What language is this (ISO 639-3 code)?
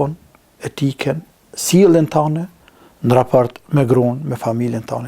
sqi